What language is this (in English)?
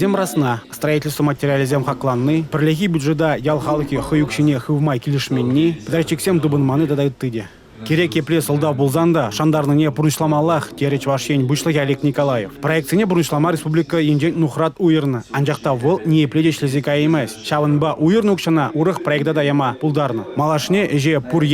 Chuvash